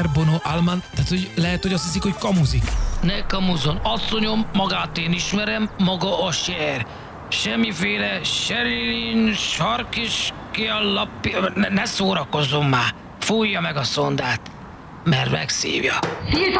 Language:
Hungarian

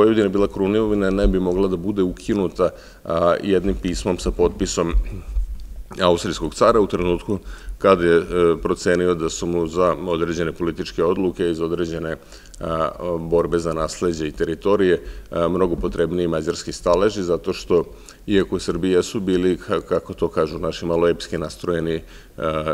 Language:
Serbian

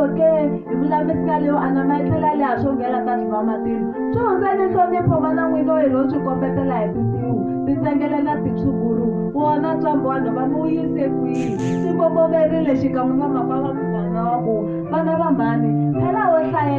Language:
Tsonga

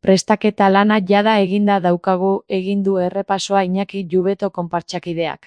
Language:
Basque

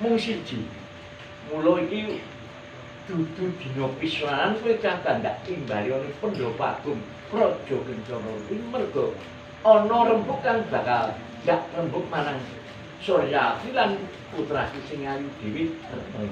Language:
Javanese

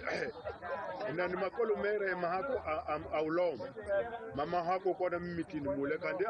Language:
Tsonga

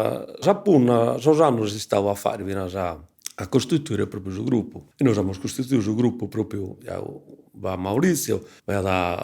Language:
Sardinian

